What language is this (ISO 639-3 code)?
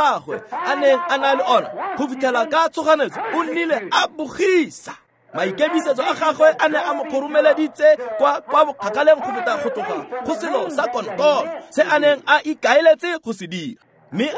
tsn